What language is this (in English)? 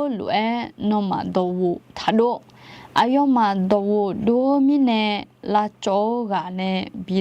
Akha